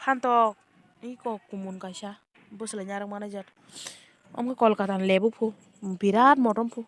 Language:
Kok Borok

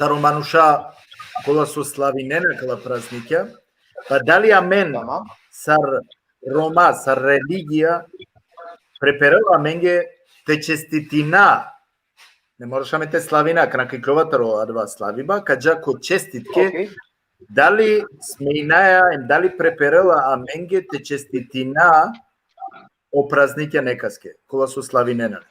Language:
Balkan Romani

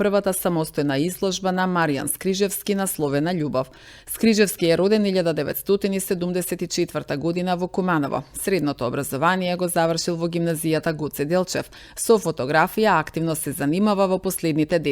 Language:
Macedonian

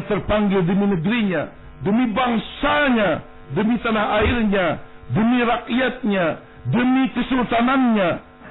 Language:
Banjar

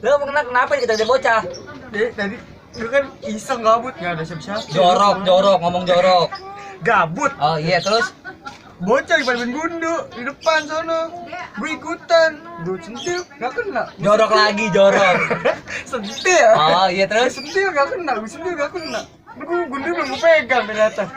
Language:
Betawi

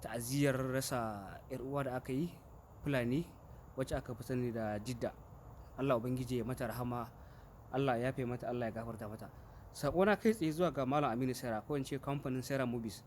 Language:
Hausa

